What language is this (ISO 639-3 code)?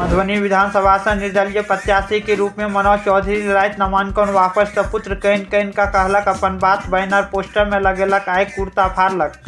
mai